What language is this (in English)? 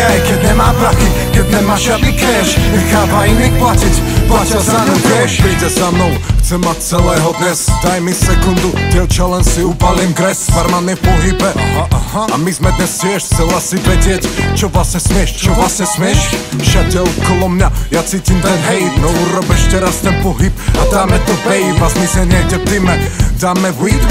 Slovak